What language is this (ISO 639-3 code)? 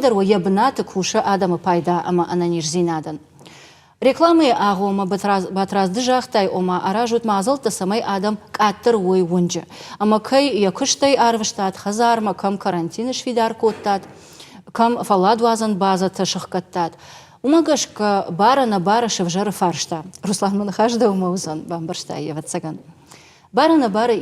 oss